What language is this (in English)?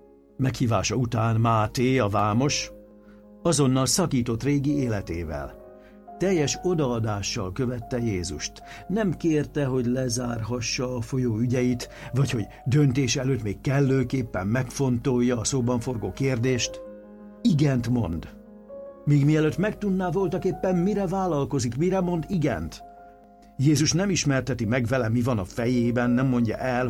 Hungarian